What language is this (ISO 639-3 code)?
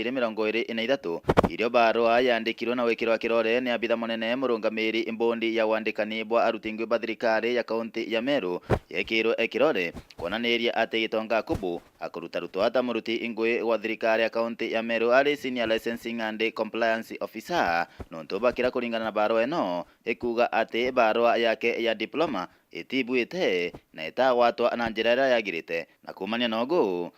mer